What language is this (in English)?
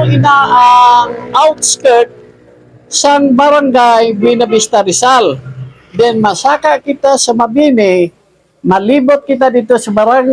Hiligaynon